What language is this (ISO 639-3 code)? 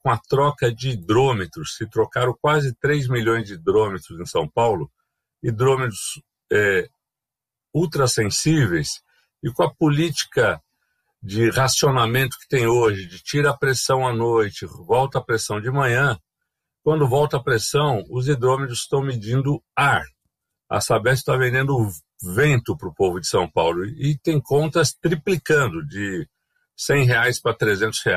por